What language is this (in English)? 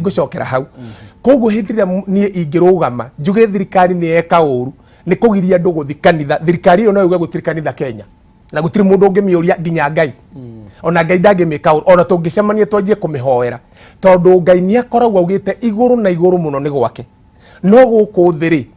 Kikuyu